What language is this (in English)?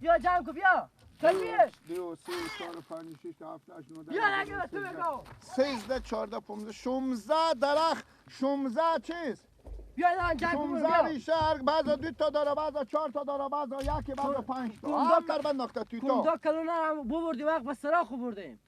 Persian